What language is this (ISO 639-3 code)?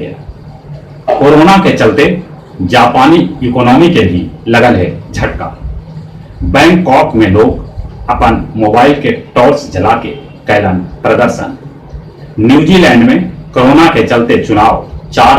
mag